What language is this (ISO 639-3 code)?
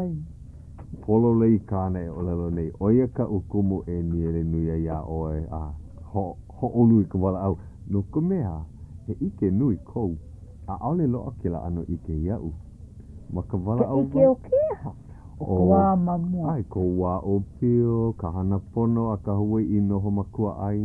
haw